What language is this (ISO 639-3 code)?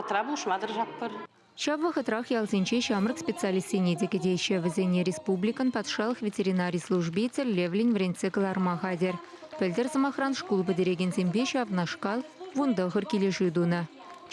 chv